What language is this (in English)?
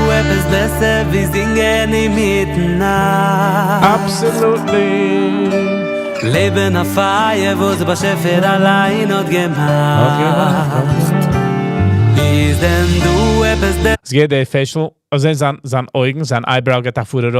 Yiddish